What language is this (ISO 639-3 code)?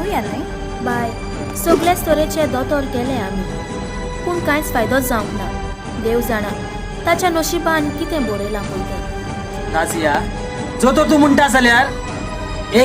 kok